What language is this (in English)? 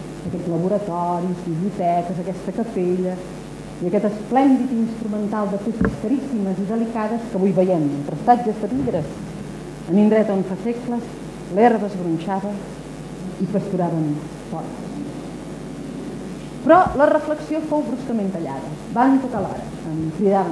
Catalan